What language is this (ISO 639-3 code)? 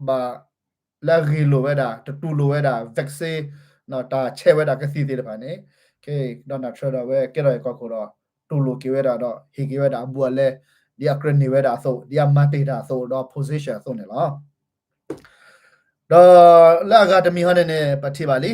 ksw